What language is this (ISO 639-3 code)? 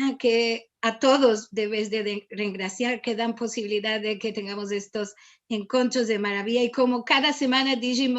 lad